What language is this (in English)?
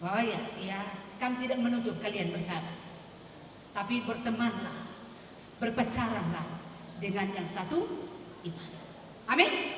Batak Toba